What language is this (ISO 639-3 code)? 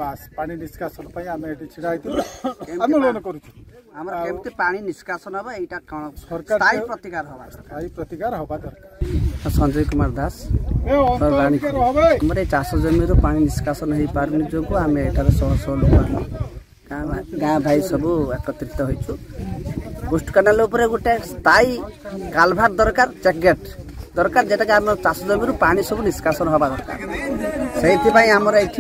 ori